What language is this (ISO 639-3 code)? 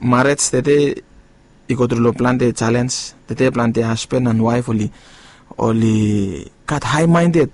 bis